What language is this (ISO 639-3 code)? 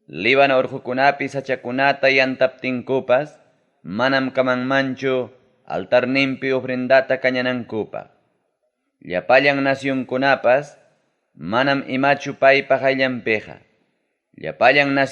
quy